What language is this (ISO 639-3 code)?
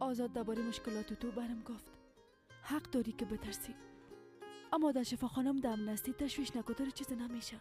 fas